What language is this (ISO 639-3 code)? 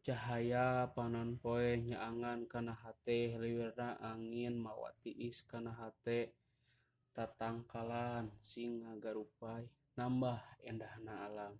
sun